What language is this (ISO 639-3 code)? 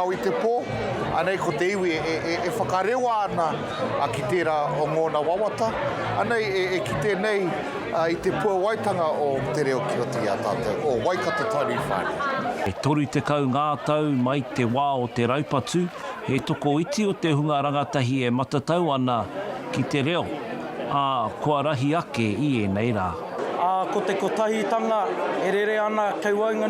mri